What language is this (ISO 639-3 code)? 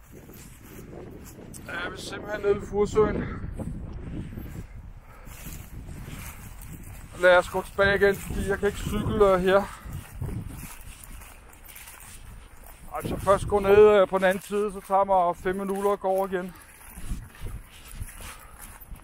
dan